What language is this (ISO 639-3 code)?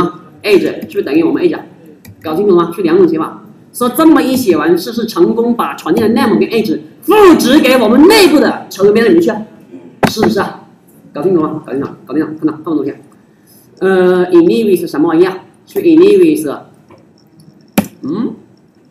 zho